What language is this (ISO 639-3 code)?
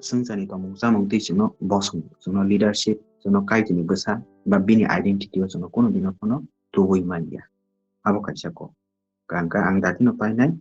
trp